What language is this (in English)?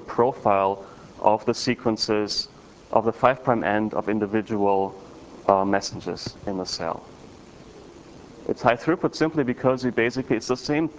English